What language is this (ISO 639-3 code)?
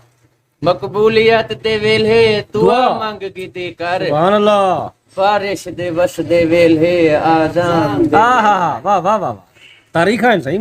skr